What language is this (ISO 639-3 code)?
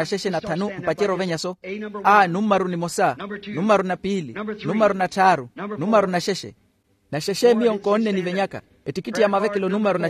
vmw